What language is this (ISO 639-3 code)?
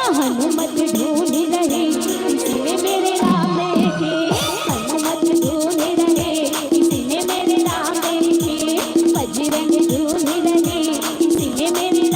hne